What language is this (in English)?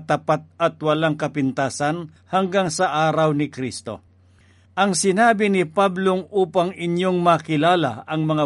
Filipino